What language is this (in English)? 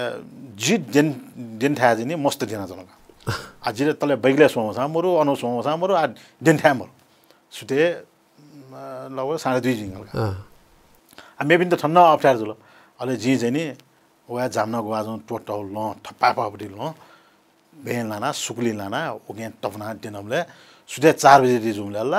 Newari